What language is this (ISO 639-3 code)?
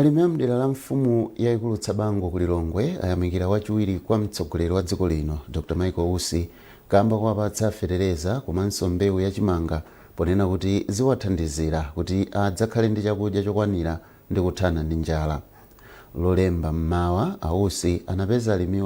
nya